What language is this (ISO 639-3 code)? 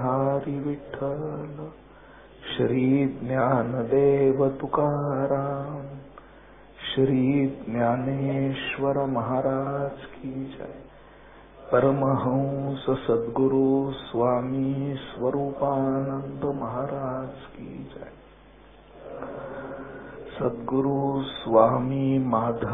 mar